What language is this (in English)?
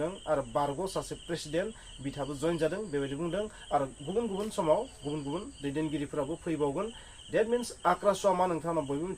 Bodo